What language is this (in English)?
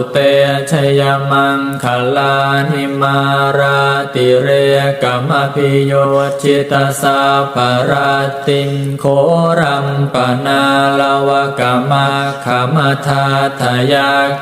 Pali